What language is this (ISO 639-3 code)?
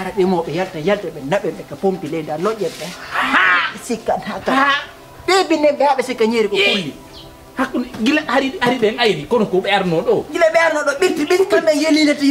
ful